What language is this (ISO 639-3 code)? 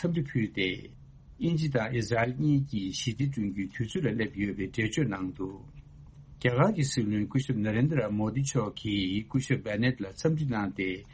bod